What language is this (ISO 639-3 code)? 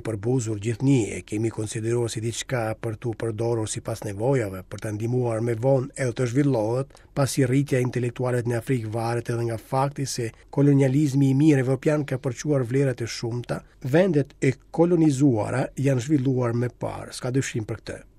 sqi